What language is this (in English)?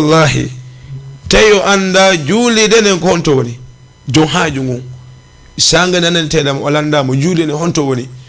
Fula